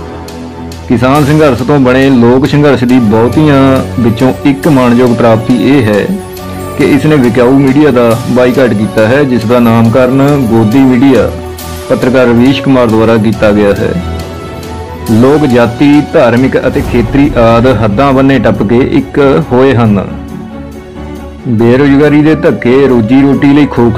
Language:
Punjabi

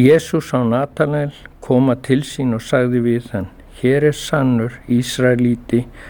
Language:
Icelandic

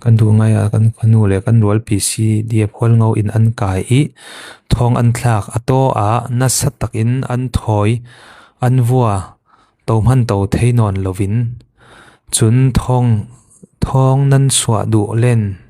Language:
Falam Chin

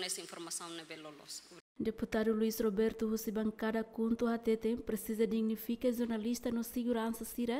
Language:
Tetum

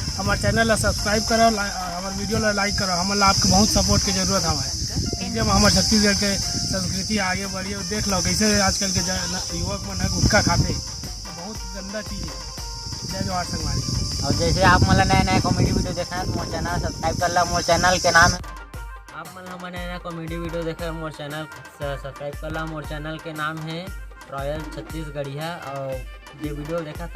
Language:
Chhattisgarhi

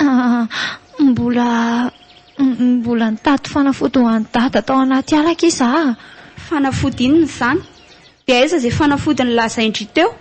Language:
Malagasy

